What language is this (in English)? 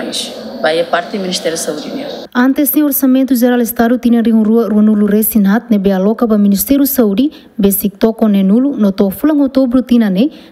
Tetum